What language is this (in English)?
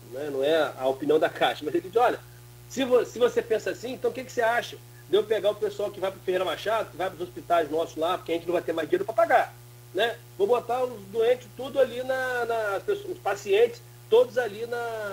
Portuguese